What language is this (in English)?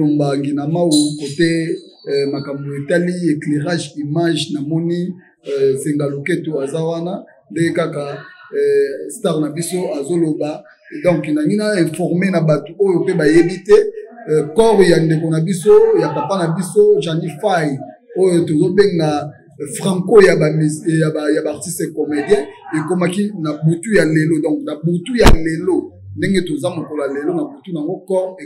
Lingala